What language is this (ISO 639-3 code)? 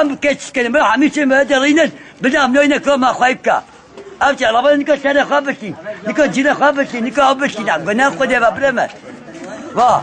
kur